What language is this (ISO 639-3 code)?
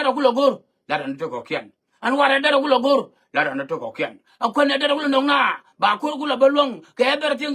nus